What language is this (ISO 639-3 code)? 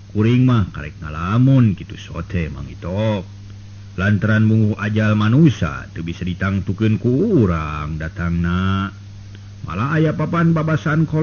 sun